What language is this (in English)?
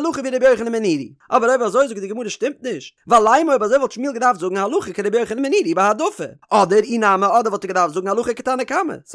Yiddish